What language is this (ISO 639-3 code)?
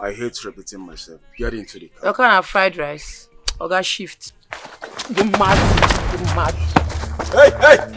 pcm